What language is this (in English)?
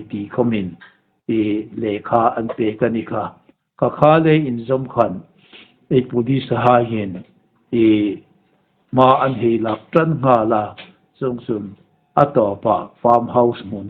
Hmar